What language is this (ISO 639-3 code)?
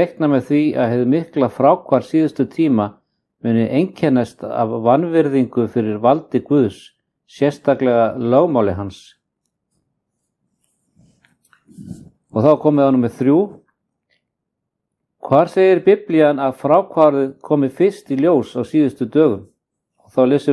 isl